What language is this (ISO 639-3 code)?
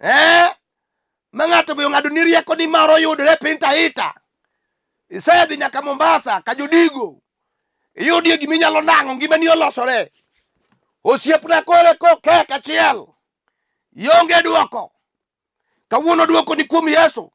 luo